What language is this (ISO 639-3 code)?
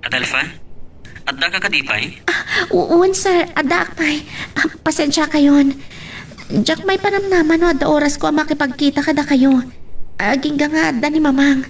ilo